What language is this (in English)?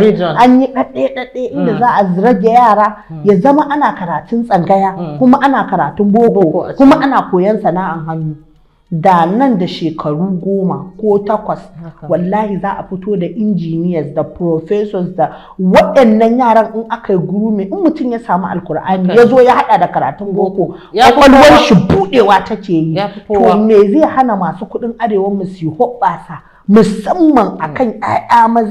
Hausa